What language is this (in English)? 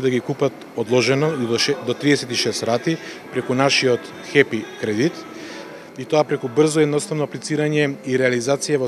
Macedonian